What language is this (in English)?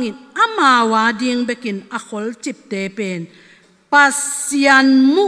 Tedim Chin